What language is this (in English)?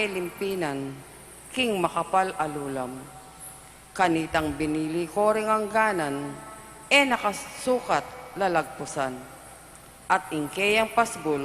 Pampanga